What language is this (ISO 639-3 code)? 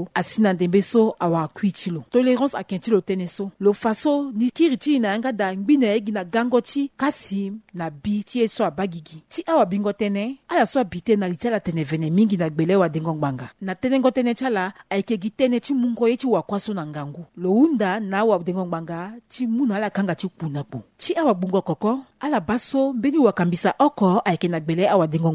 sag